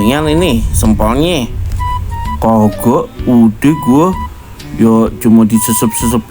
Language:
Betawi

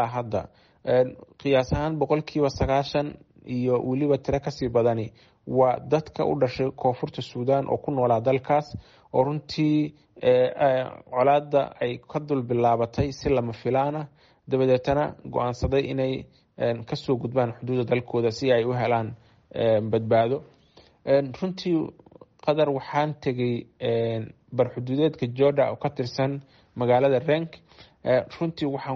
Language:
Somali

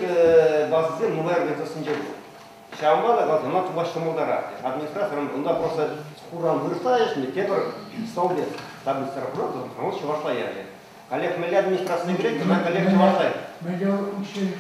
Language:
Chuvash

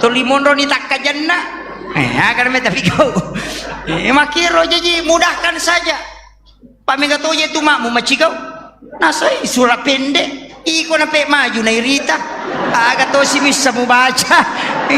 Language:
Buginese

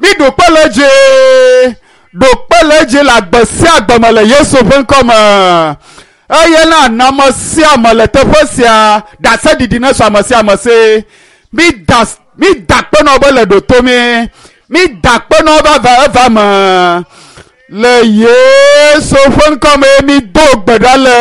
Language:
Ewe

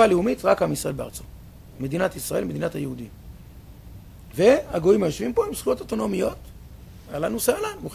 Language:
Hebrew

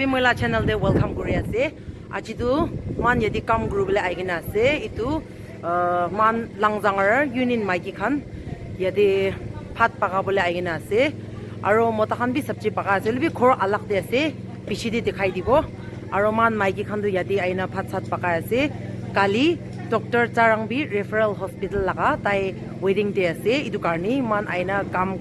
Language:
Naga Pidgin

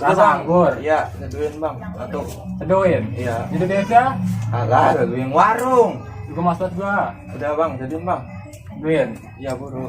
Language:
Betawi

